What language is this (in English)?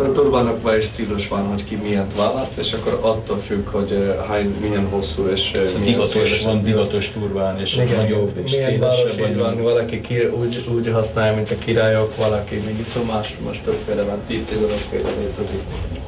Hungarian